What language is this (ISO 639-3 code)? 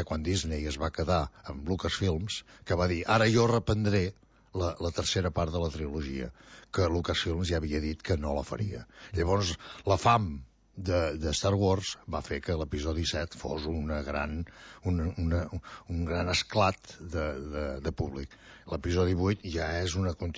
cat